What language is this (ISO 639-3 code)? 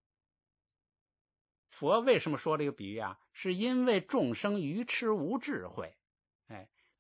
zho